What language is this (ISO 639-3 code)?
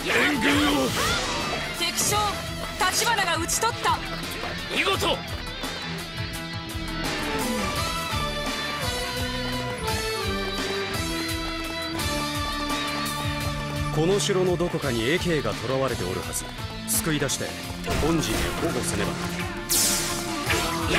jpn